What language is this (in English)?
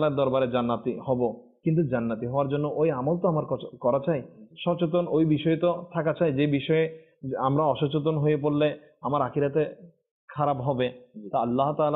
Bangla